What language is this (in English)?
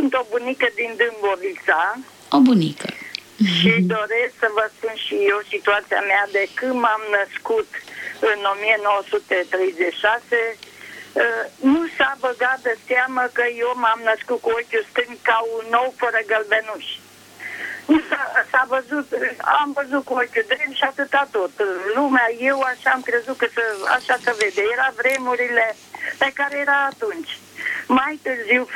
Romanian